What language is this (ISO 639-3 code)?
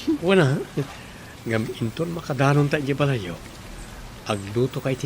ilo